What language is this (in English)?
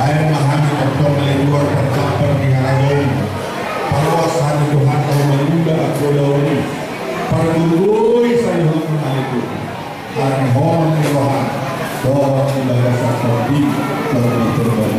Batak Toba